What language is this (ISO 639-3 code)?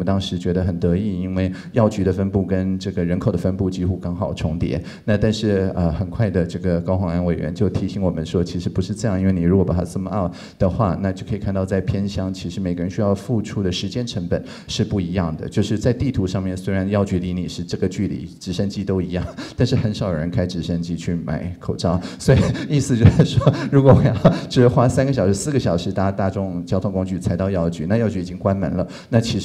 zho